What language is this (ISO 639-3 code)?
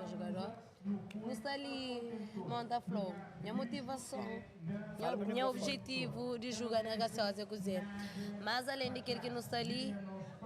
kea